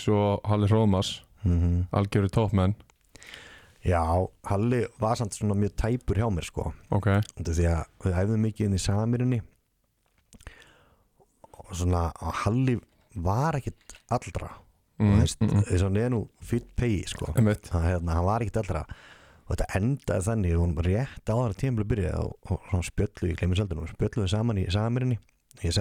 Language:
Icelandic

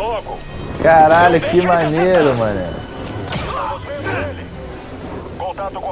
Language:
Portuguese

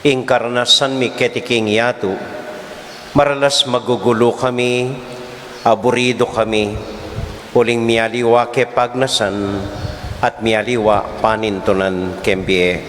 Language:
Pampanga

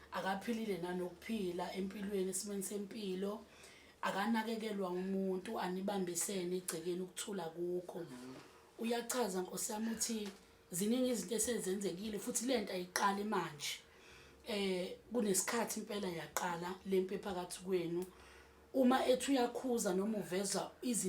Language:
Zulu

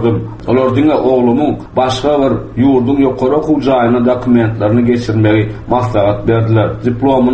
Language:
Turkmen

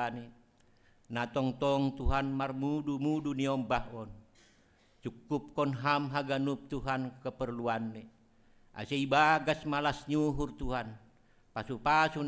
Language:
Batak Simalungun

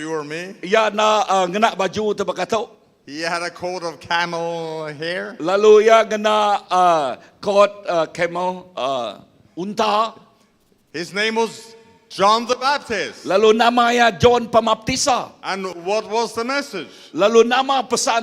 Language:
Iban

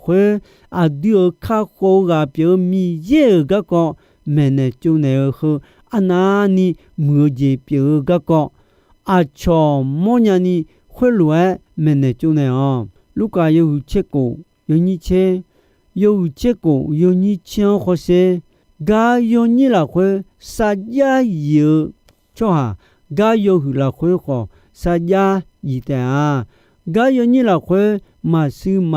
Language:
Akha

